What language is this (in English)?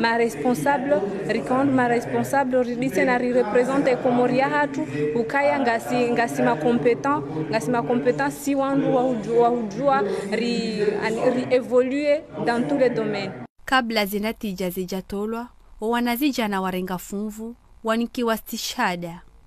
Ngazidja Comorian